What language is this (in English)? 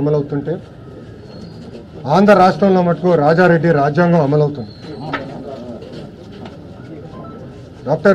Telugu